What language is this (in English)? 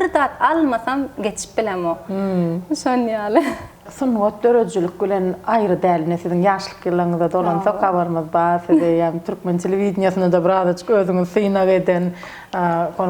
Turkmen